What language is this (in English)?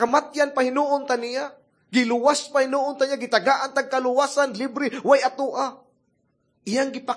Cebuano